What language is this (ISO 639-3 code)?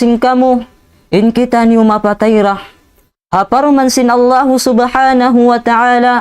tsg